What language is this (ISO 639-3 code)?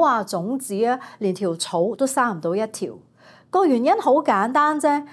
yue